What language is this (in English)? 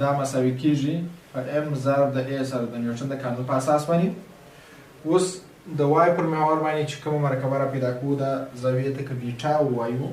Pashto